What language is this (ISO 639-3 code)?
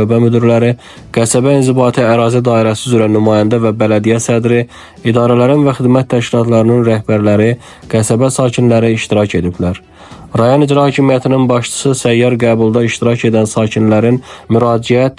aze